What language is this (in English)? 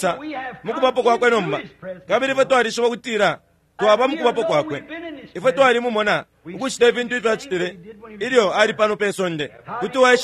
Bemba